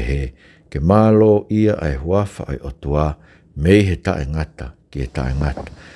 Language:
Tongan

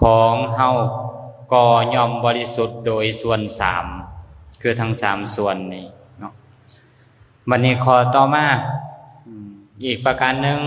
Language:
Lao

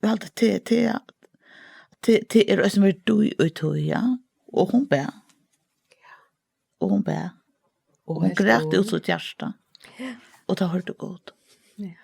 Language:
Faroese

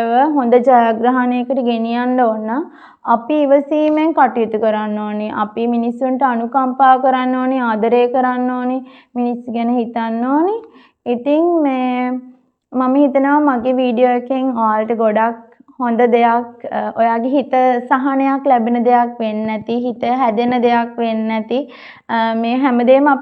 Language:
Sinhala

